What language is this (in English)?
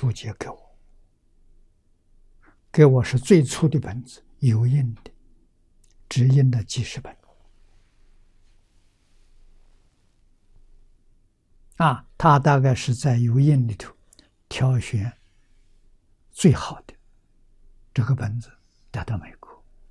Chinese